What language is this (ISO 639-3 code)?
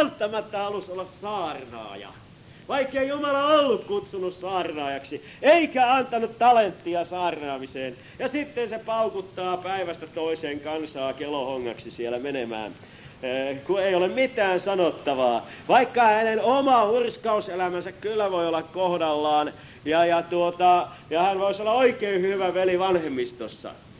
fin